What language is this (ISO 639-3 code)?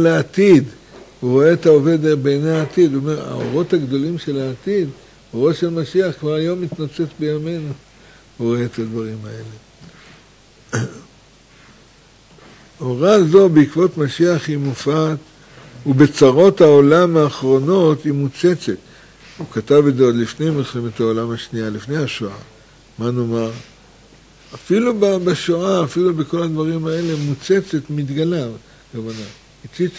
heb